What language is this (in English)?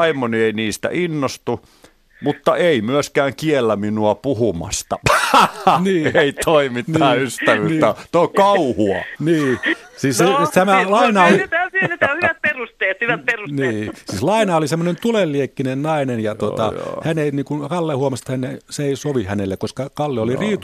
Finnish